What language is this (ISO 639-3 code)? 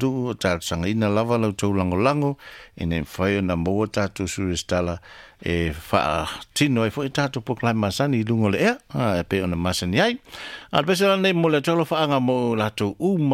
smo